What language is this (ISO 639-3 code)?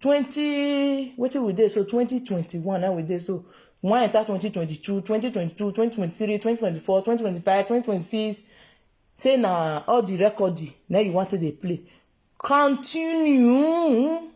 pcm